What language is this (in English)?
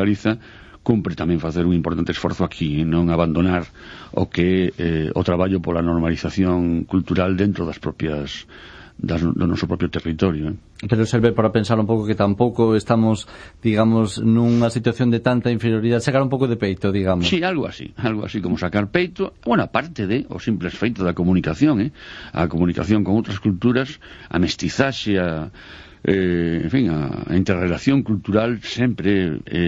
Galician